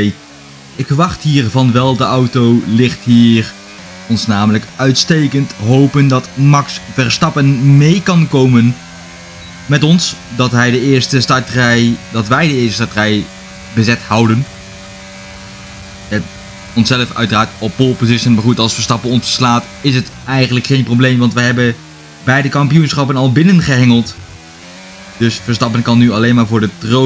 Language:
Dutch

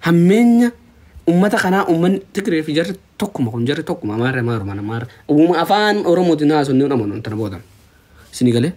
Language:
Oromo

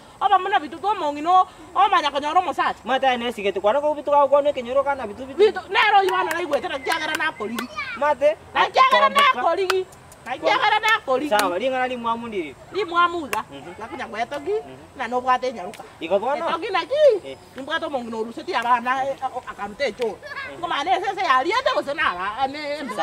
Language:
Gusii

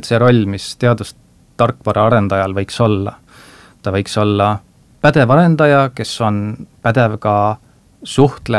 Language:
Estonian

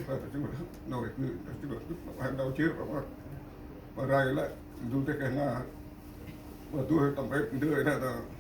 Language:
Central Mnong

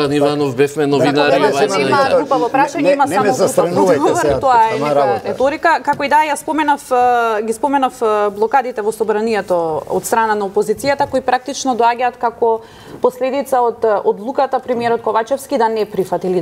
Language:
Macedonian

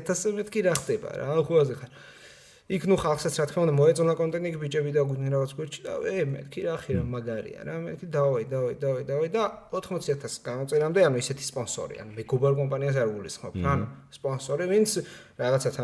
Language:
Georgian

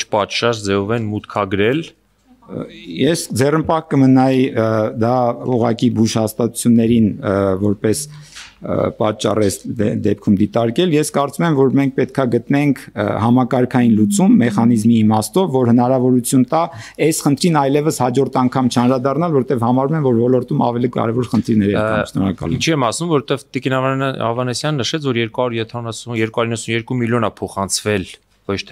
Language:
Armenian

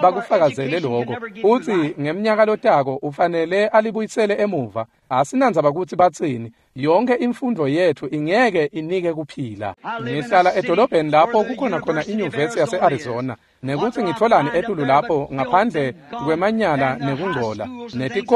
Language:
Swati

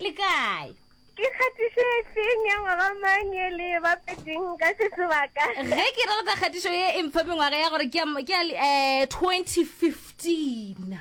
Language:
Northern Sotho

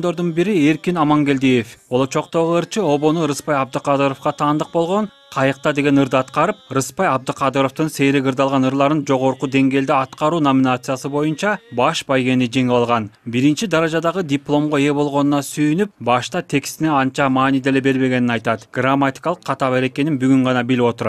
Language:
Kyrgyz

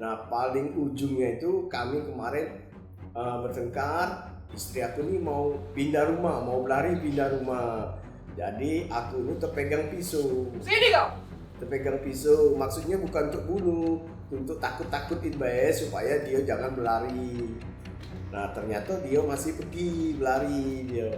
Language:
Musi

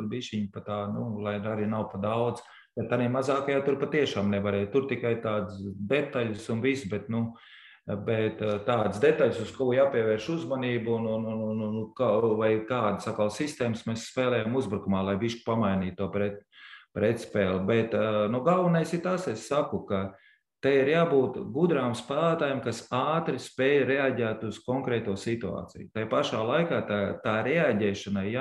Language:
Latvian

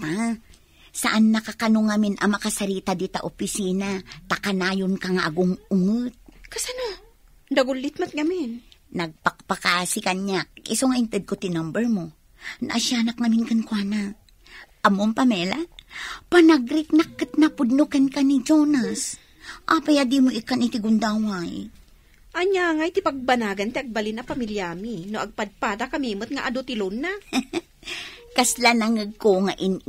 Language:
Iloko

